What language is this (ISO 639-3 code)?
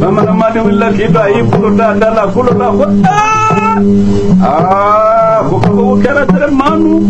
bam